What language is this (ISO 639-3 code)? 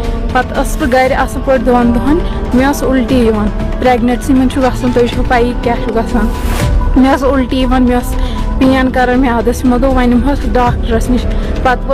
kas